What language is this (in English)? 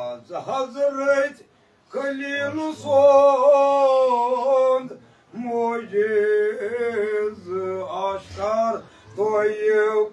Kashmiri